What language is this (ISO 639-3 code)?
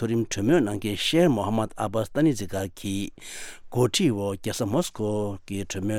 bod